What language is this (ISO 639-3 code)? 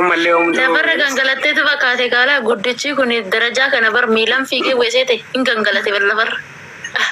orm